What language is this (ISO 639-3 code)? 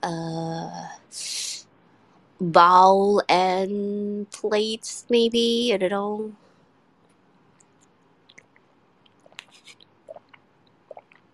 ind